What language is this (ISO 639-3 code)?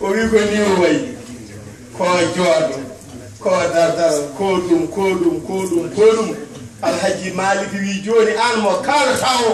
ful